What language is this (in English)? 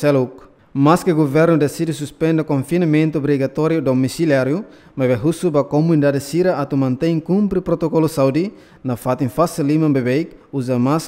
Tetum